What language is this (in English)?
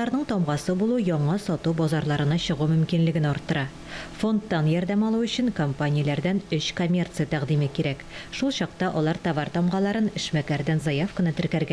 Tatar